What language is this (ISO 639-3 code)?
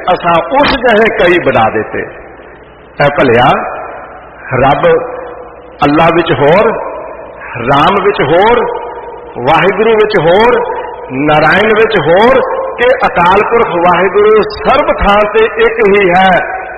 pan